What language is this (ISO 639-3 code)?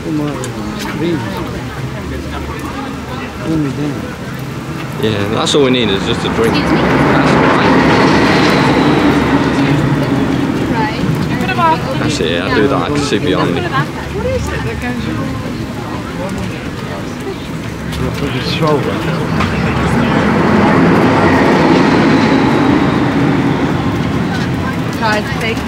eng